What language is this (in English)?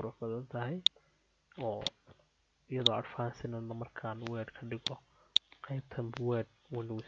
Somali